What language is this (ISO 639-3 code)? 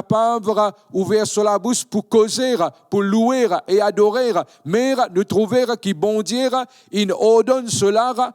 mfe